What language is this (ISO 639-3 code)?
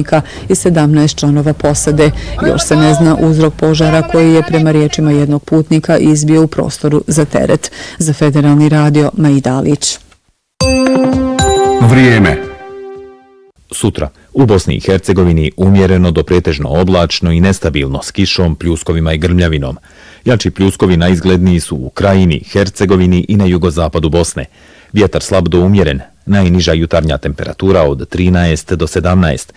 bos